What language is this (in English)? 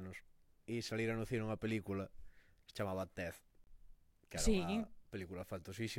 Galician